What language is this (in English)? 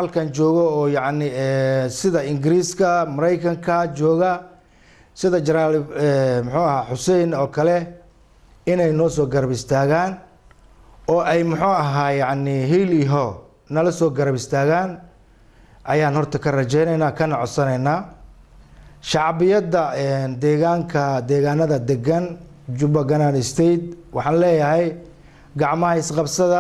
Somali